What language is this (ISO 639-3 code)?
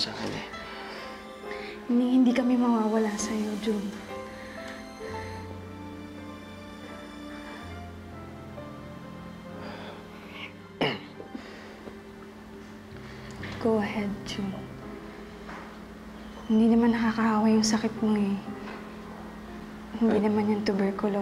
fil